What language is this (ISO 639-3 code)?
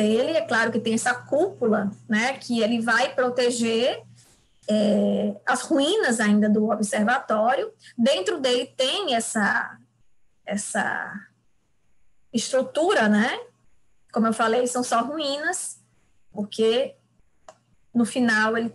por